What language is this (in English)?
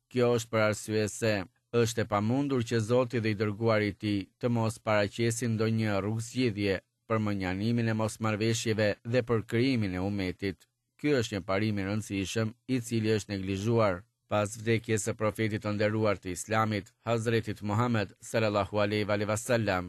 Albanian